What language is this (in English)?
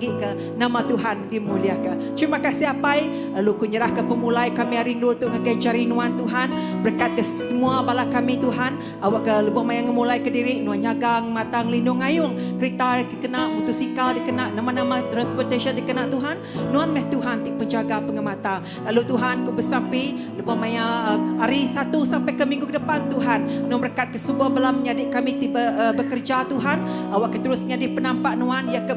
Iban